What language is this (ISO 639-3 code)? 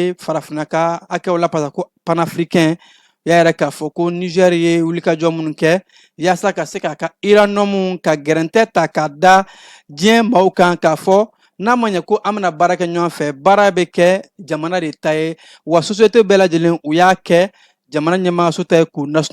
bam